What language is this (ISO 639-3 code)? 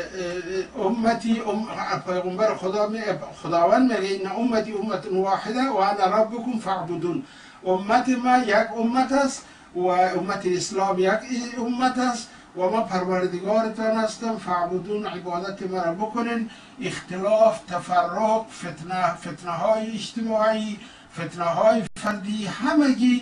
fas